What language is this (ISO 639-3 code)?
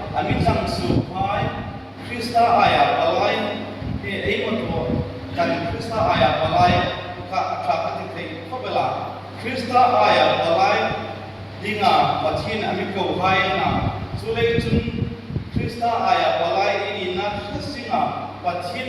hmr